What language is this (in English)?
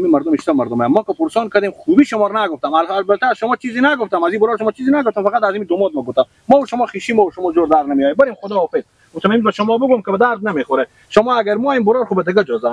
Persian